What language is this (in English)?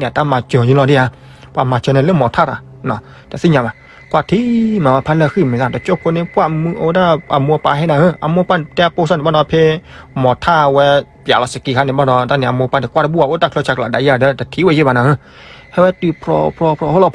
S'gaw Karen